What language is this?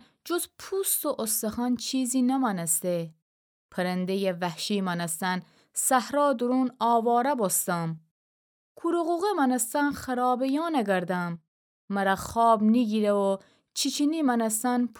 Gilaki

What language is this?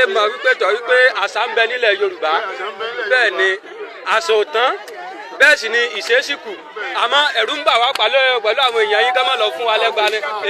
Yoruba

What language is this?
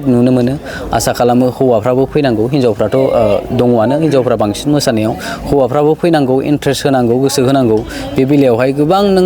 Bodo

